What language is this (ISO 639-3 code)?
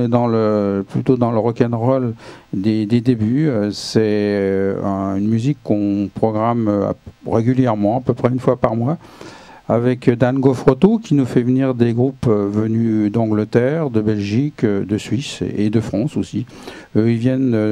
fra